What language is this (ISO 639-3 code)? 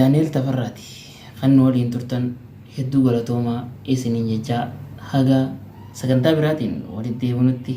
orm